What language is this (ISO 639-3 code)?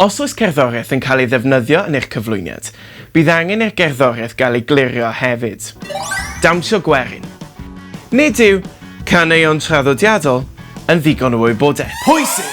cym